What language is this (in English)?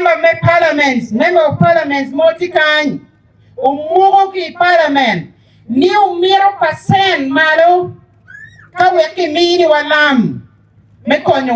Acoli